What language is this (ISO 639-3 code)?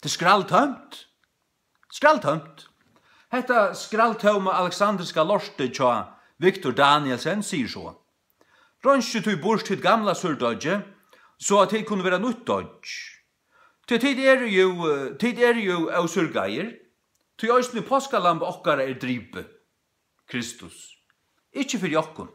fao